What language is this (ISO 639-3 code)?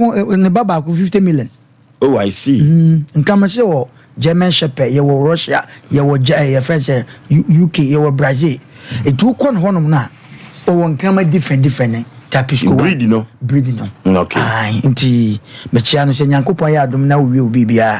aka